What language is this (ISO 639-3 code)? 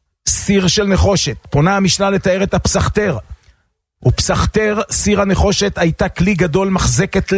heb